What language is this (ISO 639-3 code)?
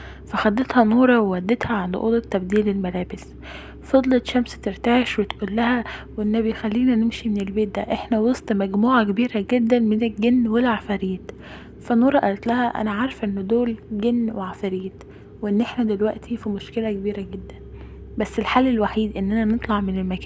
arz